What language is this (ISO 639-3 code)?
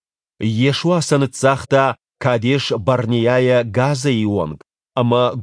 oss